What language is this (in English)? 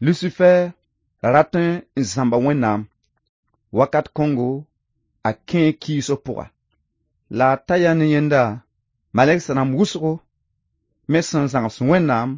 Mossi